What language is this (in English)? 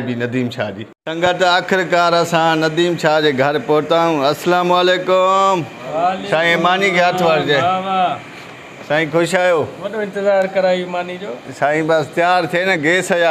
Sindhi